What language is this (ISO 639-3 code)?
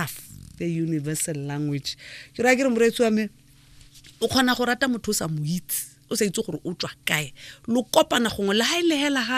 tsn